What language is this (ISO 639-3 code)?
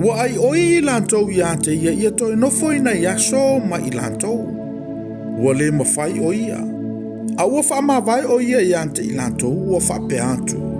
smo